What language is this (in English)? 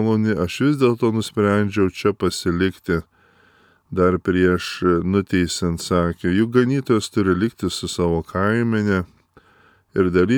Lithuanian